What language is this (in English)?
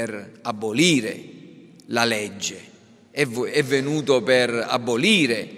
Italian